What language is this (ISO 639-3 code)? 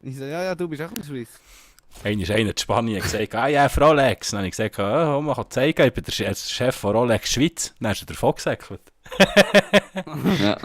gsw